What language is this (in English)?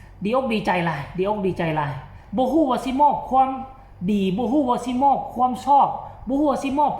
Lao